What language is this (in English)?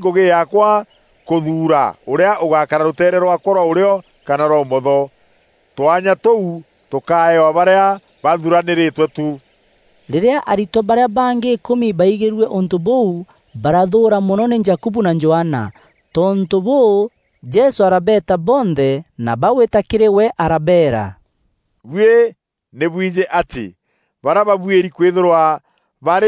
Meru